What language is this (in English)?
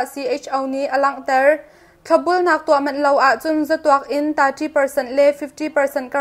Hakha Chin